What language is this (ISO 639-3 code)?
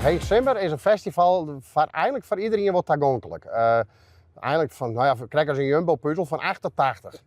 fry